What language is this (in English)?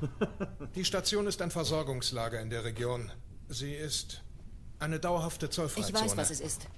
Bavarian